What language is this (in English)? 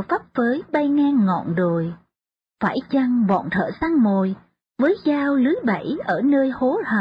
Vietnamese